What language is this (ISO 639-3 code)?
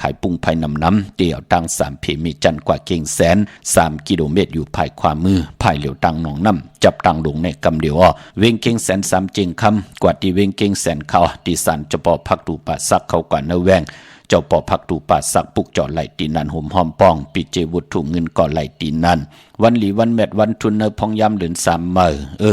shn